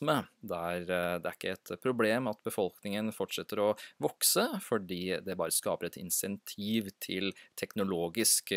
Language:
Norwegian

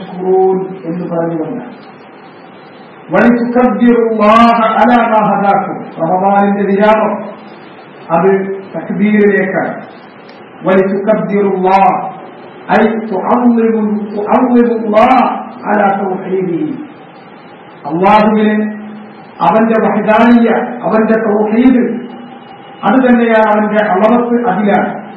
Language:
Malayalam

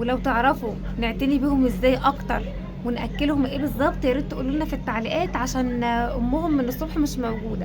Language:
Egyptian Arabic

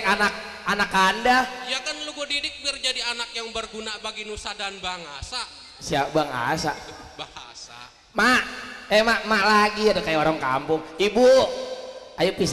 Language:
Betawi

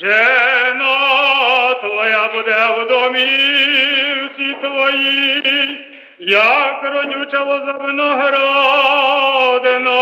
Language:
Rusyn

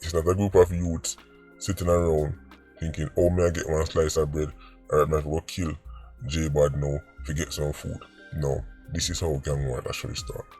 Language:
Jamaican Creole English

